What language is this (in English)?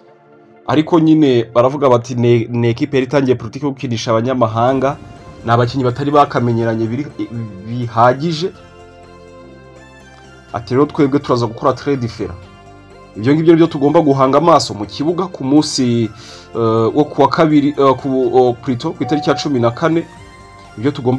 Kinyarwanda